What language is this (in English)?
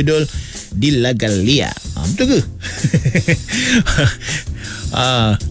Malay